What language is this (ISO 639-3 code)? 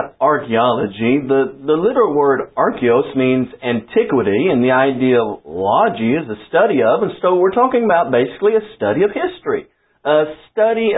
eng